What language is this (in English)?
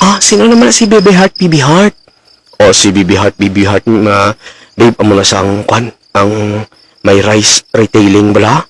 Hiligaynon